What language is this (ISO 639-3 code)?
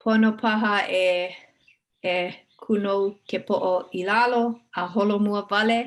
haw